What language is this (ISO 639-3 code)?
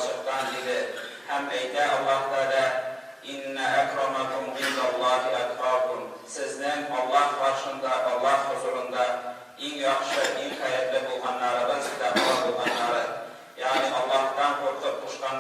tat